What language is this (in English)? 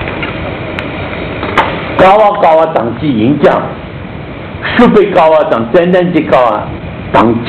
Chinese